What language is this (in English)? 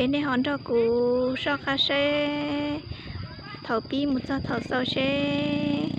Hmong